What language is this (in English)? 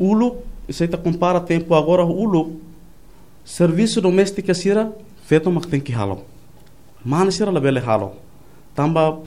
Tetum